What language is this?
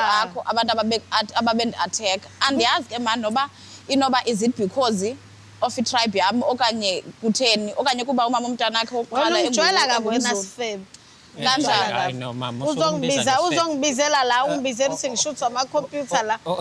Zulu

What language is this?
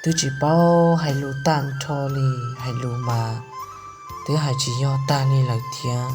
Hmong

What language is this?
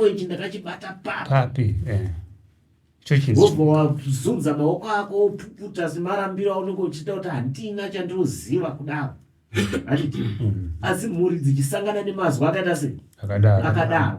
Shona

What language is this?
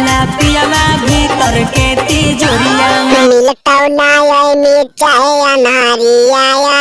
Magahi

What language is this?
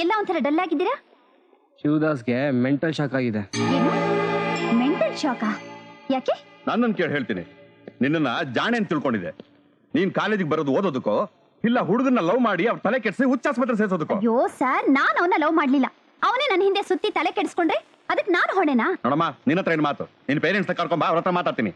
Kannada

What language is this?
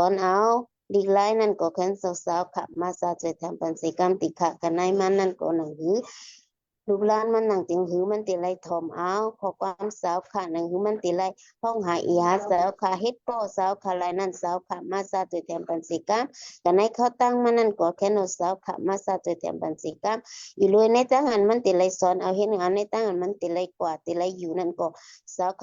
Shan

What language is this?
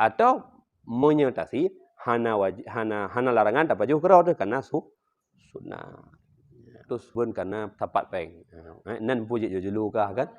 Achinese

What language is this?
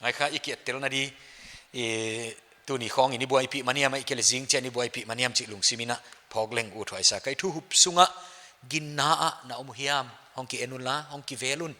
Paite Chin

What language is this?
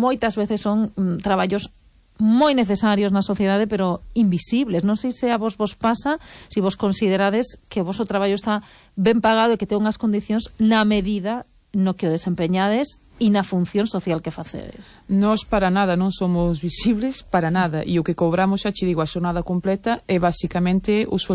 Galician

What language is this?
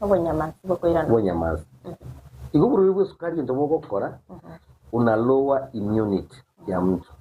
Gusii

